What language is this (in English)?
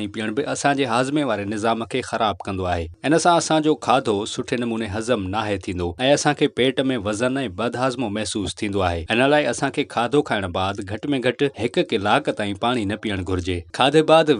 Sindhi